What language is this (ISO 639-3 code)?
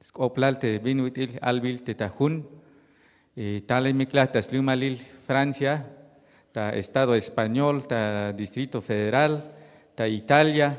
tzh